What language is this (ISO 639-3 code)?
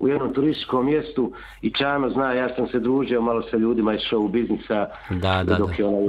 hrv